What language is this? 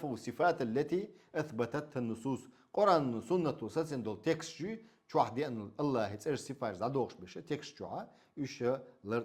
Chechen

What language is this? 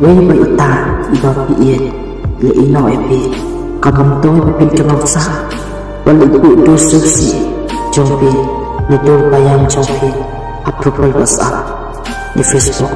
Khasi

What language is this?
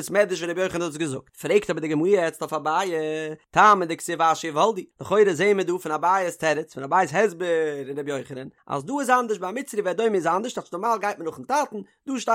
Yiddish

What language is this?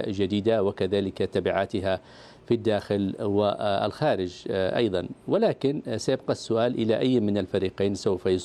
Arabic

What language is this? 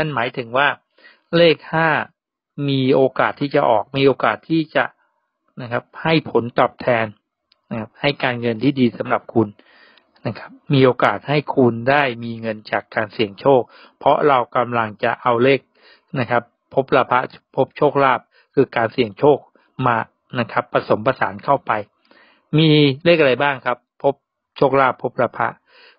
Thai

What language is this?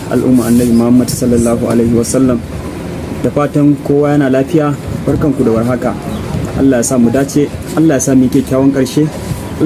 Hausa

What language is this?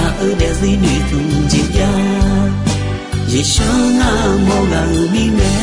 Akha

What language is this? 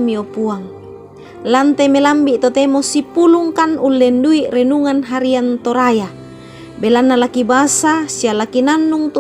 Toraja-Sa'dan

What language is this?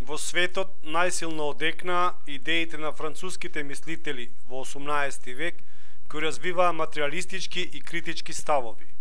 Macedonian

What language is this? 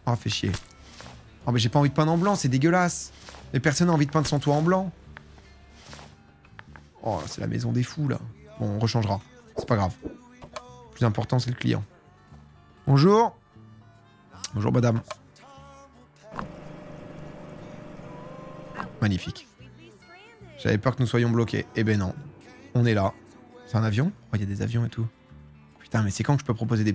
French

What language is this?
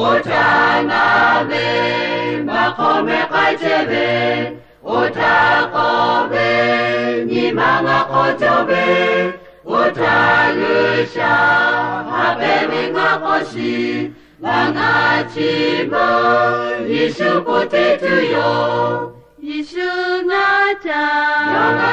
Lahu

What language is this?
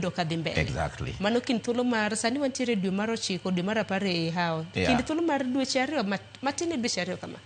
Luo (Kenya and Tanzania)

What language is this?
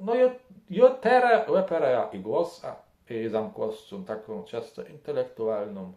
Kashubian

